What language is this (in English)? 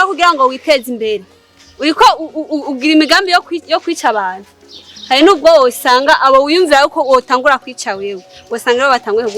Rundi